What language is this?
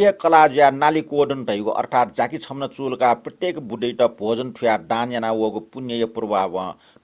Newari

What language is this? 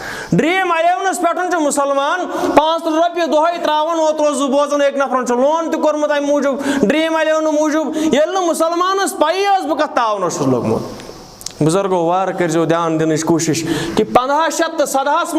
Kashmiri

